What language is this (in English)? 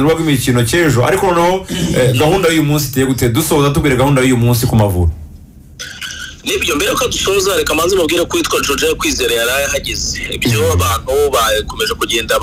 Kinyarwanda